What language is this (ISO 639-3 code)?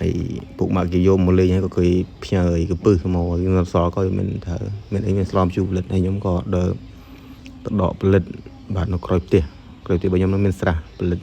khm